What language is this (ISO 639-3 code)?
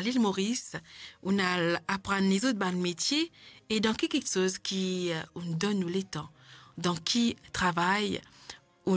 mfe